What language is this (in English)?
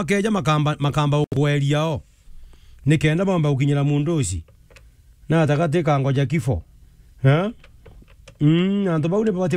Meru